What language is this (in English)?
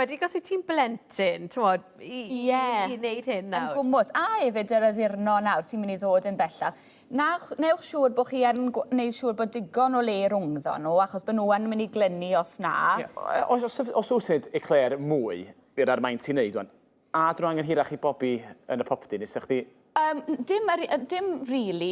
Welsh